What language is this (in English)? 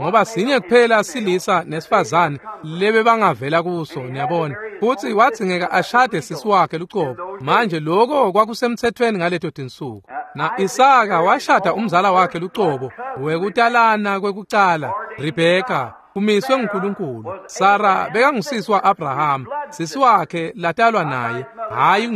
Swati